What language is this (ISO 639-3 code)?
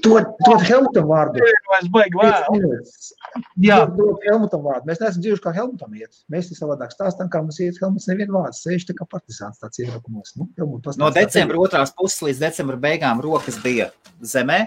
lav